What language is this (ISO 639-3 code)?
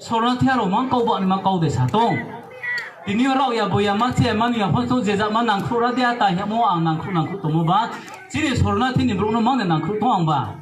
ria